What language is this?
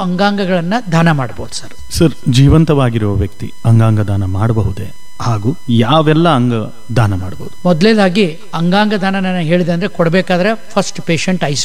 Kannada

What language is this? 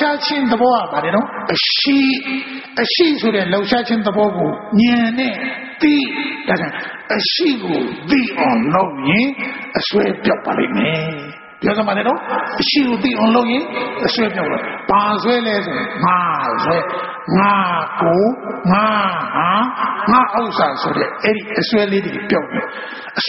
Burmese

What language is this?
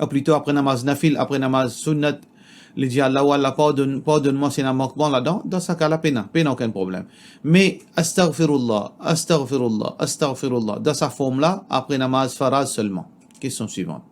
Morisyen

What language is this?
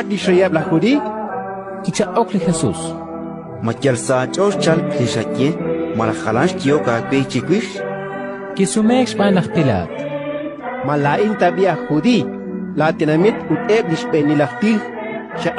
Kekchí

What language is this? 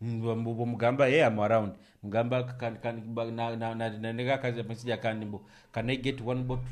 Nyoro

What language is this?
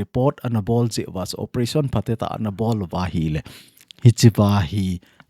Thado Chin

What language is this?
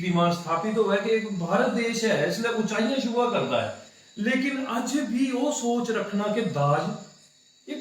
Dogri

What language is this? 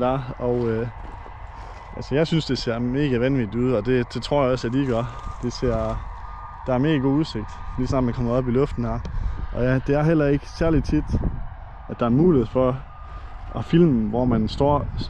Danish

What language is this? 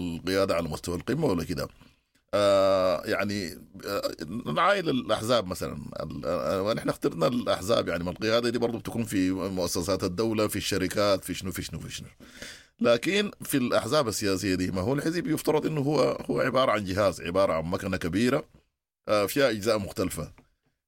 Sudanese Arabic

